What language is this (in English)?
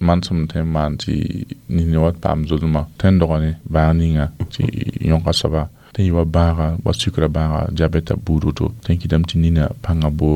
Mossi